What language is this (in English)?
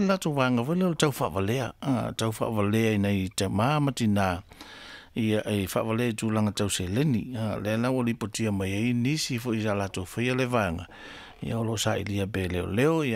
Samoan